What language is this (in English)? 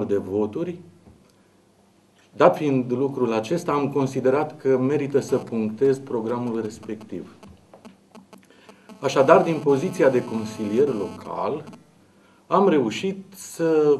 Romanian